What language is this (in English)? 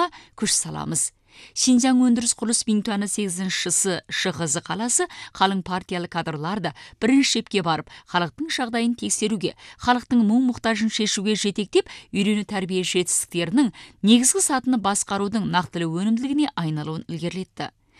Kazakh